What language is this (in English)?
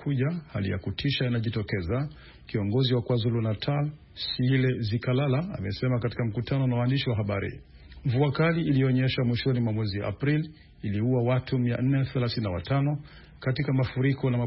Swahili